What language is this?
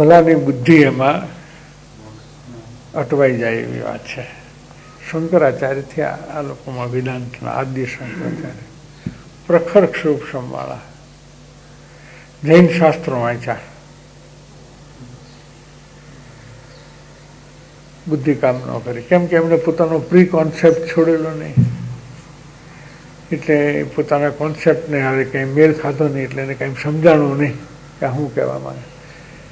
Gujarati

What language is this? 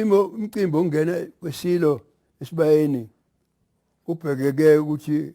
Zulu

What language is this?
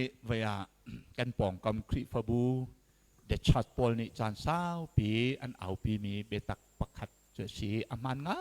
Hakha Chin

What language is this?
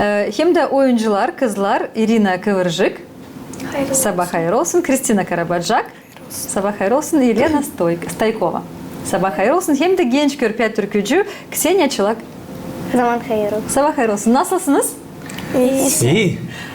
Gagauz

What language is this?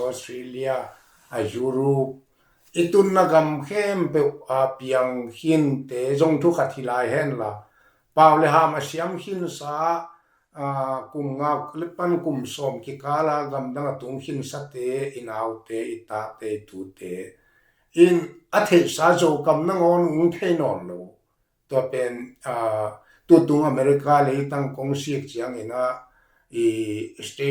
Tedim Chin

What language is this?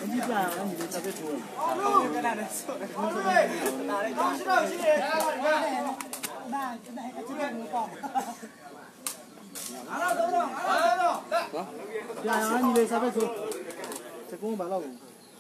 Burmese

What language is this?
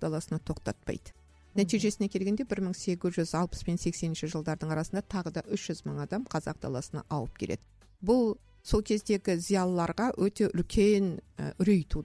Kazakh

